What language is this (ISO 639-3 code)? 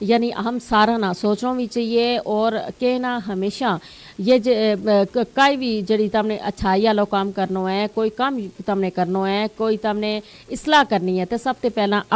gju